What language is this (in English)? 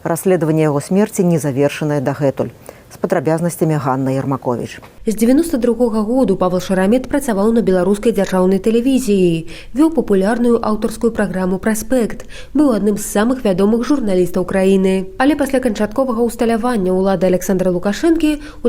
Belarusian